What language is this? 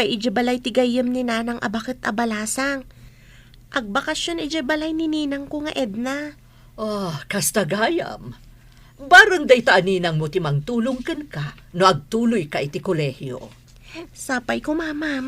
Iloko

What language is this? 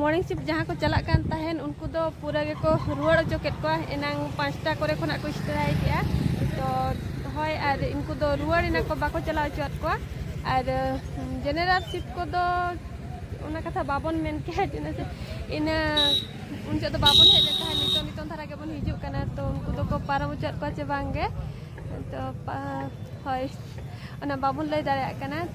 Santali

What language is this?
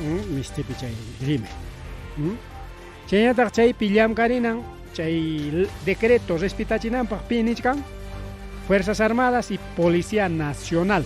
Ayacucho Quechua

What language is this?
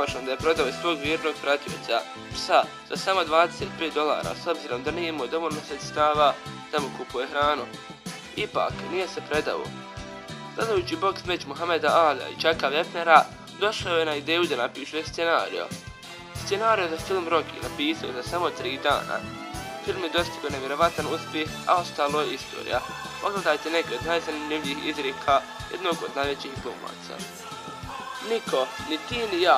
Bosnian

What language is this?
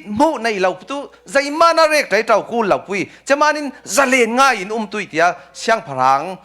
Falam Chin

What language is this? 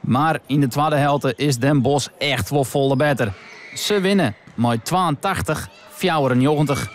Western Frisian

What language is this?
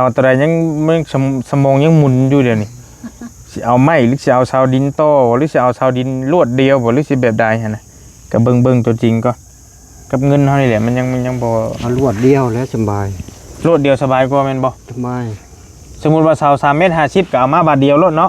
Northeastern Thai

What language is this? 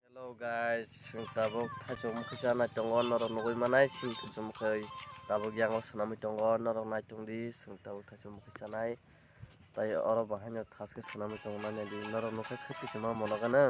Kok Borok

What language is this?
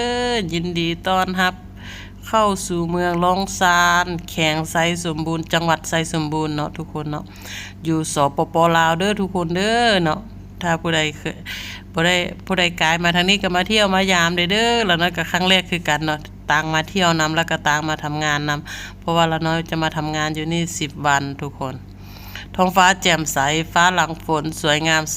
Lao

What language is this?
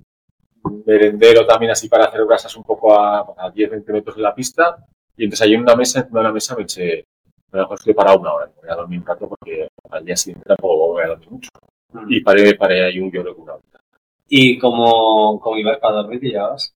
Spanish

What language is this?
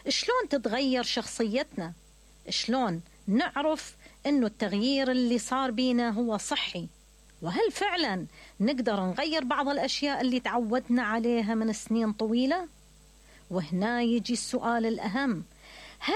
Mesopotamian Arabic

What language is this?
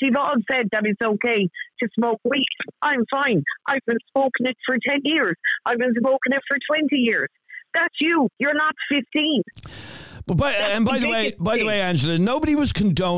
English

